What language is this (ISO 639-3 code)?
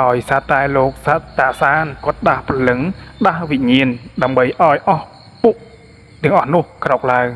khm